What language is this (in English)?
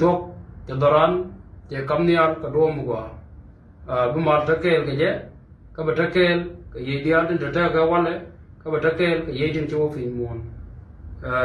Nuer